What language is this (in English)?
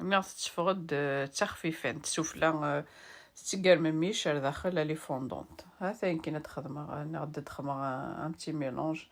Kabyle